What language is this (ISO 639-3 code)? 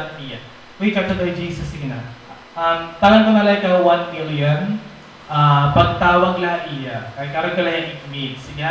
war